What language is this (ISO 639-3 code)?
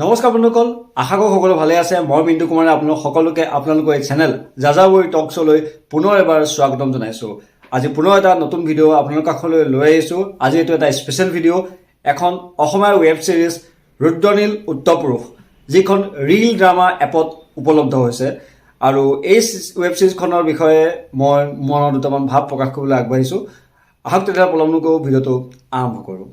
asm